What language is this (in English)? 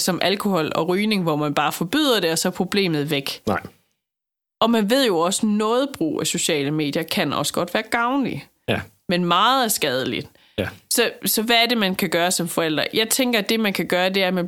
Danish